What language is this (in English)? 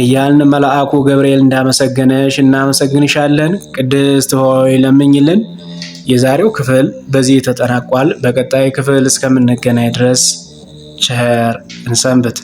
Amharic